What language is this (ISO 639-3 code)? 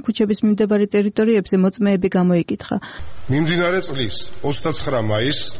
kat